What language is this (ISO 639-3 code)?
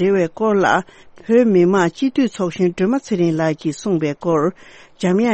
bod